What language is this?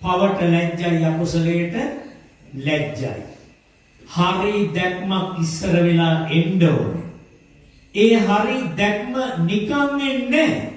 Sinhala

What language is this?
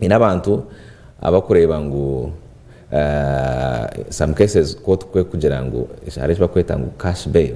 Nyankole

